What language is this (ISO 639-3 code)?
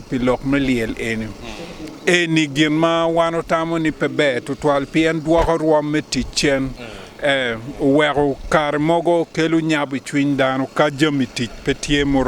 ach